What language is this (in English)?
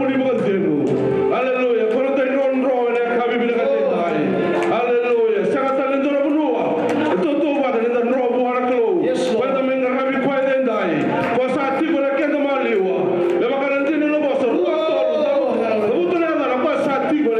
Fijian